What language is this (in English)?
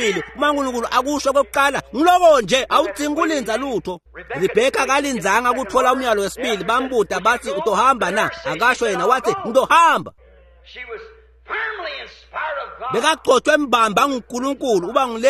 Swati